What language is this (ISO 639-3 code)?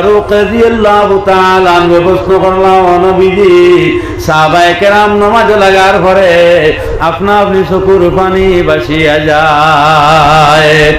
syl